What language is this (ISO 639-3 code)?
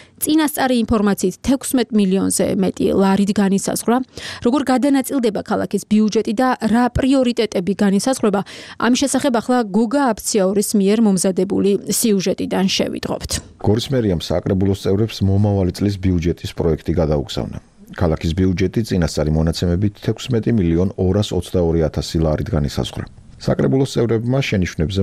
kat